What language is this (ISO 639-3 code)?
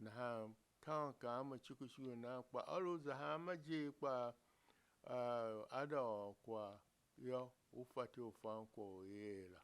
tiv